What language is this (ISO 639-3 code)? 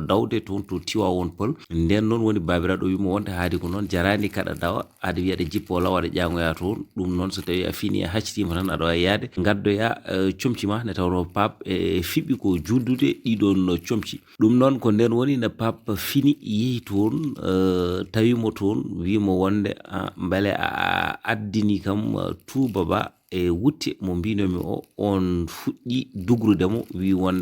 ful